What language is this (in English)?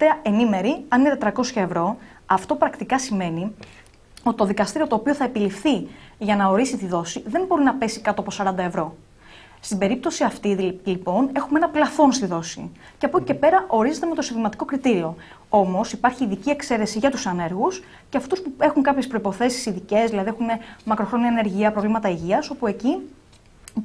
Greek